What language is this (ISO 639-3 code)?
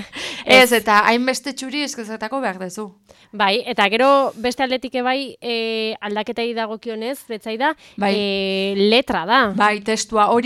eus